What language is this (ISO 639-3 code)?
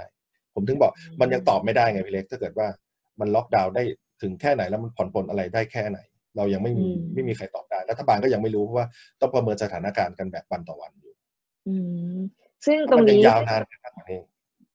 tha